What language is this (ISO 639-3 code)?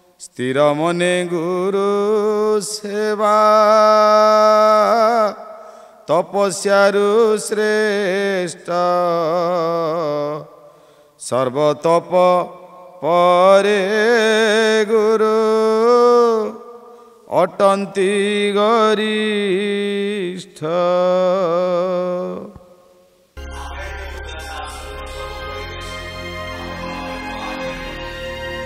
ori